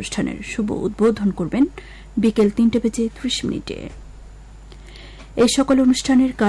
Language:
Bangla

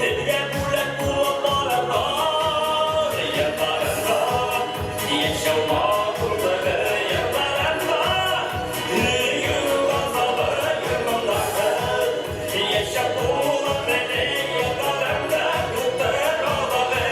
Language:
Bashkir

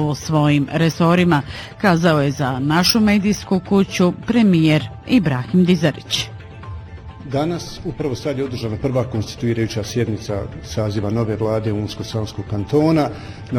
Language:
Bosnian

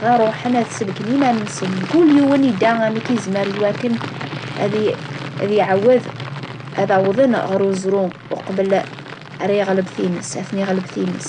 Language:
Kabyle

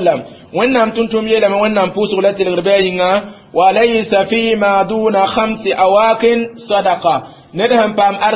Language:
Mossi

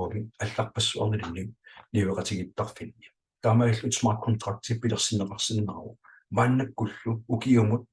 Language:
Kalaallisut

